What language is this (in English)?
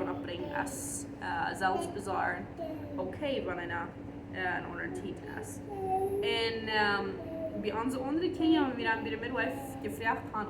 Plautdietsch